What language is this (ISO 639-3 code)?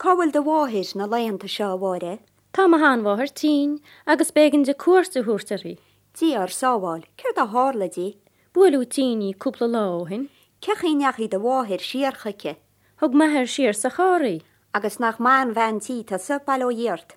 gle